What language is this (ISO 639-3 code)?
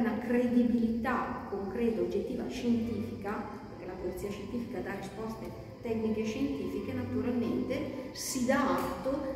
ita